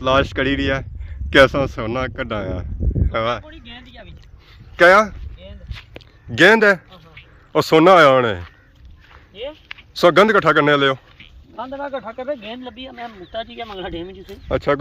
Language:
Pahari-Potwari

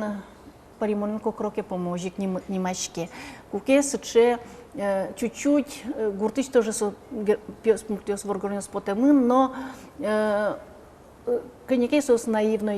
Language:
Udmurt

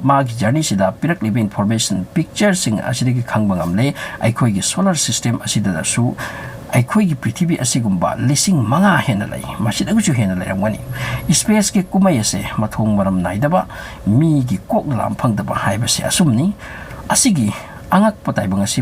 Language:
Manipuri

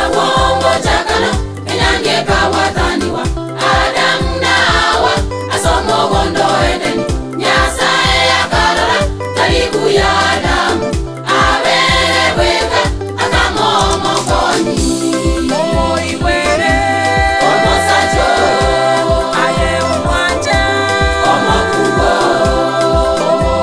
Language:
Gusii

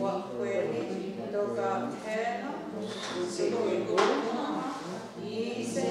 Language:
Mohawk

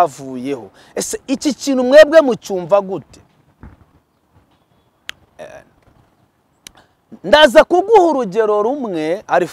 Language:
Kinyarwanda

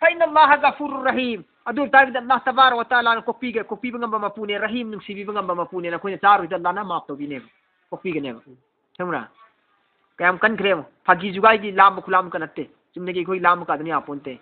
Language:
Manipuri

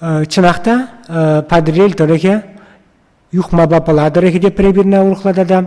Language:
Chuvash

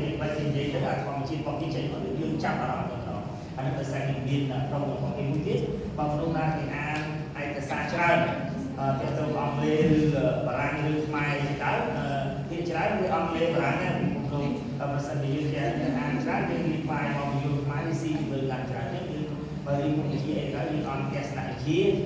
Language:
Khmer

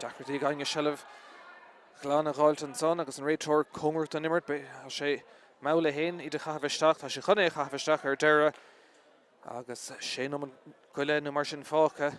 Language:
Irish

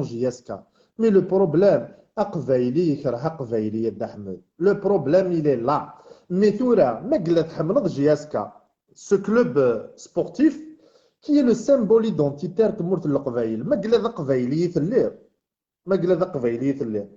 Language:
Kabyle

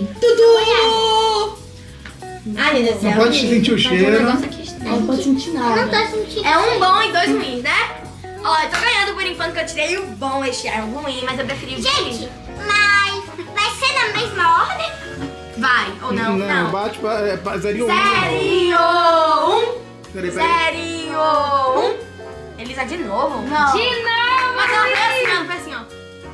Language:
Portuguese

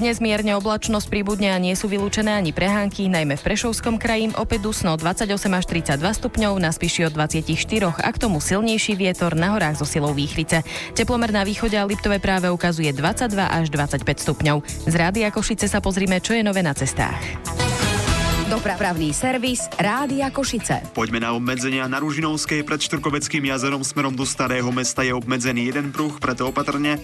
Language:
Slovak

